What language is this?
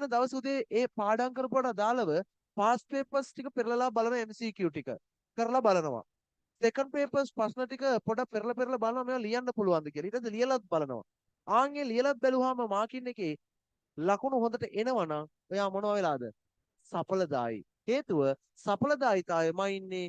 Sinhala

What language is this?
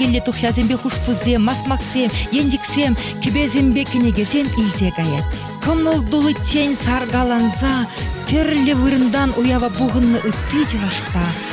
Chuvash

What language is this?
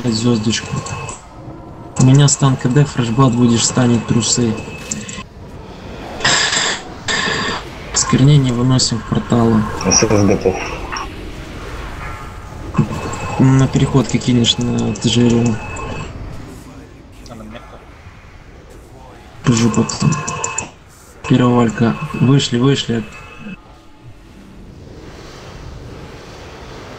Russian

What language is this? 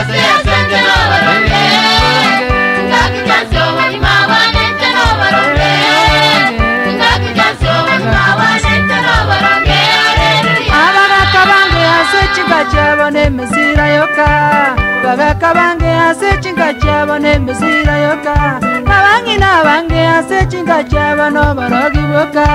Gusii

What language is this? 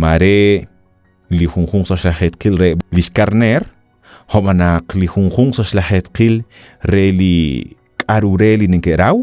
Kekchí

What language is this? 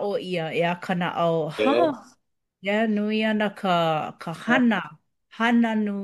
Hawaiian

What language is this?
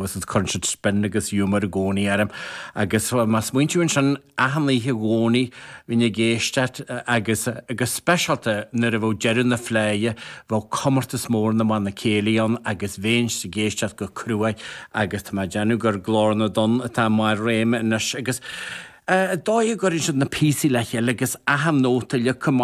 Irish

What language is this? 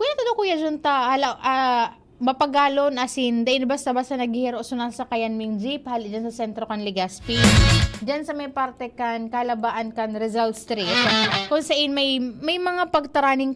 Bikol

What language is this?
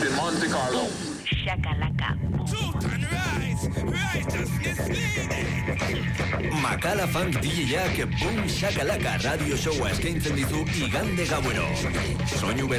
Basque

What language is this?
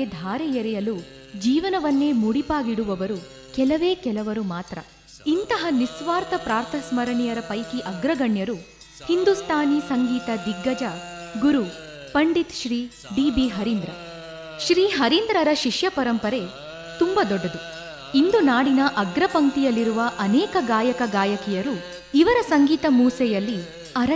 Kannada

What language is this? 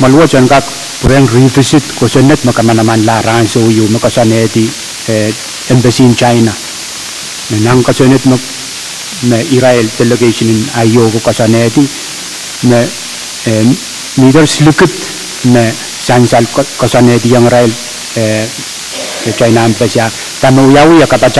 Pohnpeian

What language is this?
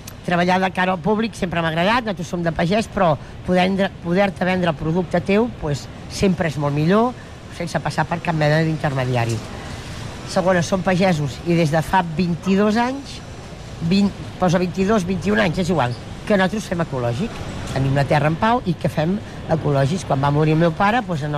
Catalan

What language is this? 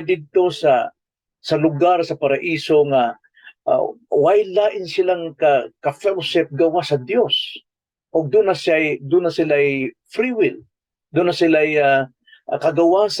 Cebuano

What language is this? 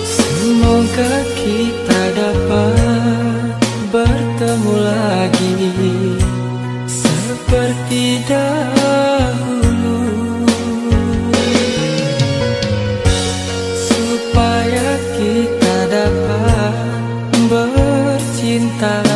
Malay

